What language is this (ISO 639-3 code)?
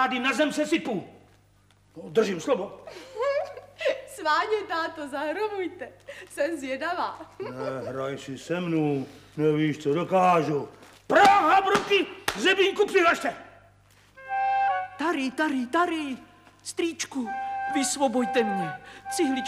ces